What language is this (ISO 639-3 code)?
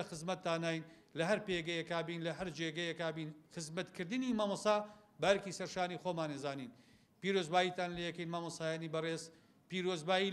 ckb